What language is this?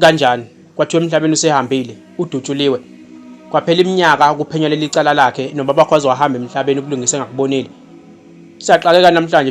Zulu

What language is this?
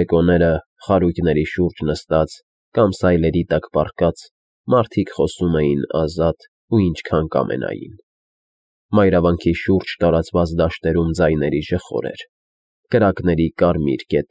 Armenian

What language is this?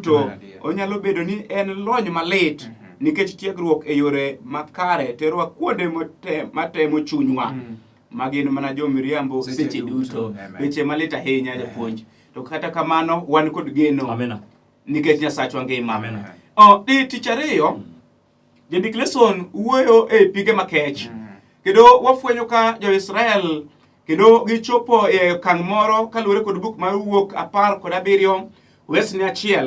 Luo (Kenya and Tanzania)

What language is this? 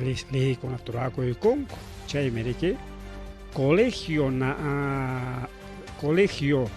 Ayacucho Quechua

